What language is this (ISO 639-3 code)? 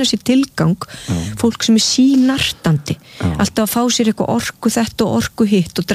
isl